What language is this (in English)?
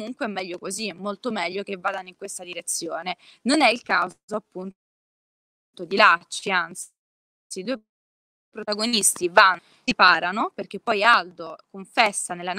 Italian